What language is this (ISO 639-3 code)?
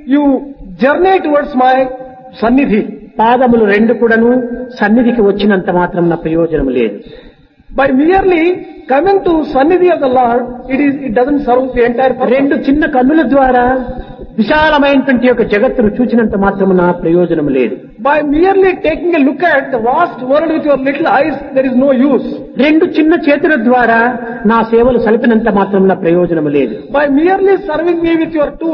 tel